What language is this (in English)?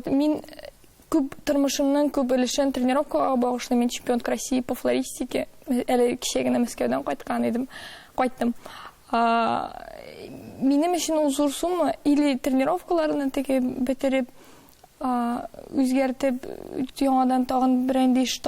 Tatar